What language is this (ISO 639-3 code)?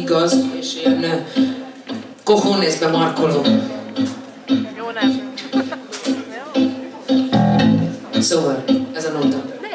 hun